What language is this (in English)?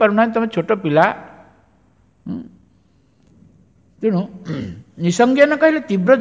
Odia